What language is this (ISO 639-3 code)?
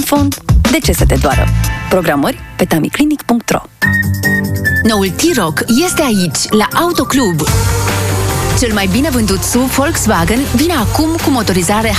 ron